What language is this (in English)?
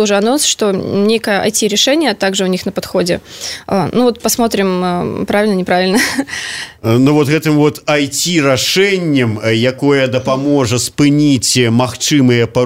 Belarusian